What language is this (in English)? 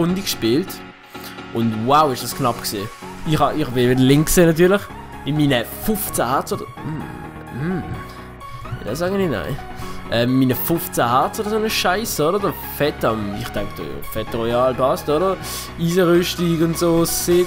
Swiss German